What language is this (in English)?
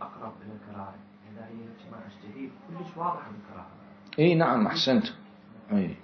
Mesopotamian Arabic